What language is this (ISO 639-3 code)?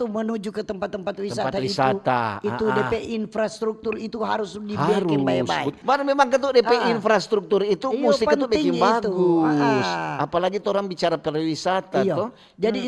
xmm